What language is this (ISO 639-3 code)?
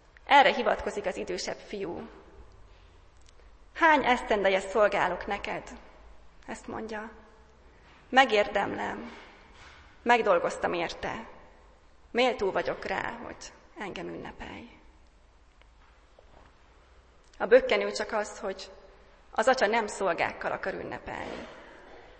hun